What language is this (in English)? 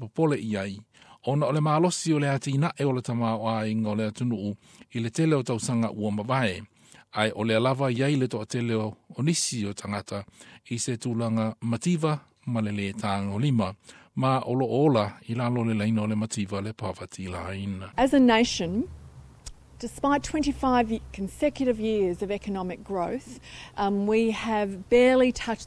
Samoan